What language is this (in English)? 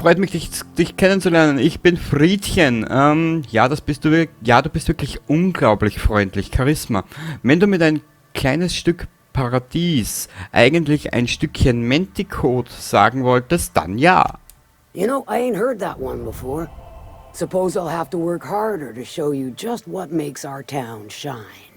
Bavarian